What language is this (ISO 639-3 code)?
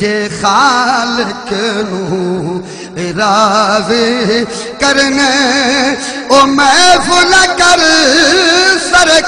skr